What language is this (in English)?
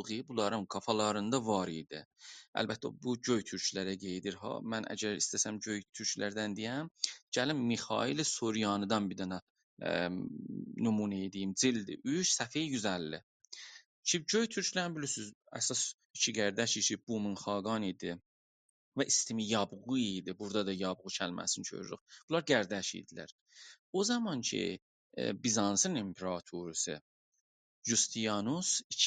South Azerbaijani